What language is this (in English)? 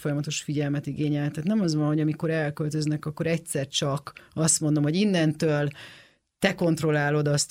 Hungarian